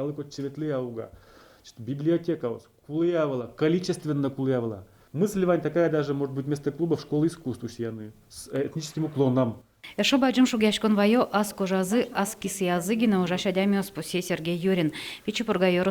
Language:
Udmurt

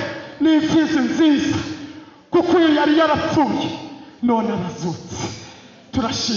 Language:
Kinyarwanda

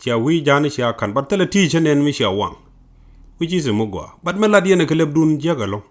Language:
Nuer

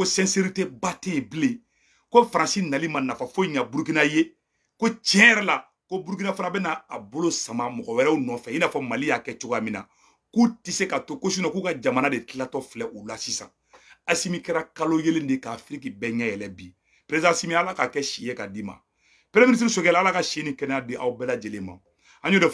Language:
Bambara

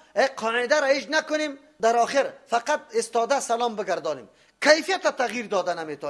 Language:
Persian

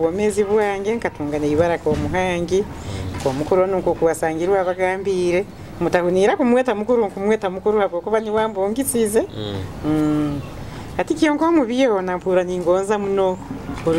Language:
Nyoro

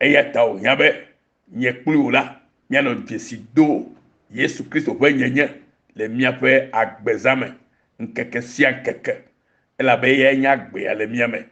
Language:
Ewe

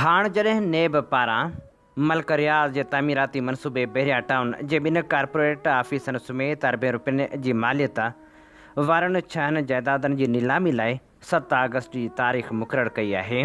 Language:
Sindhi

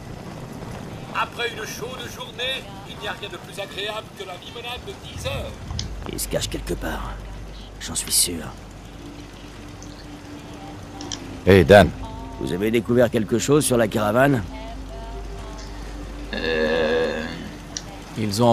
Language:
French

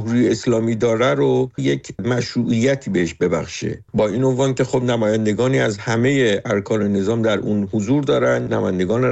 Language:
Persian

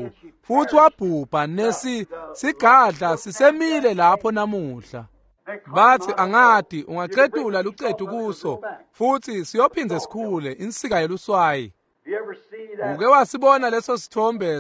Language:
Swati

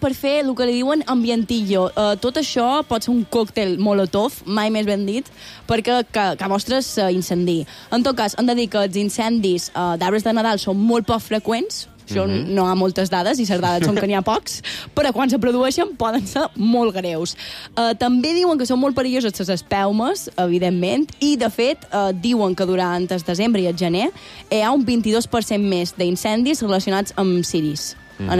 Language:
Catalan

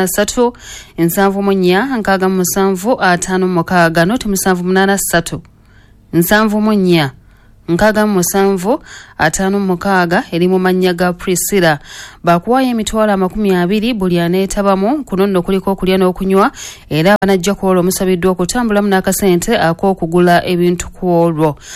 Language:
Ganda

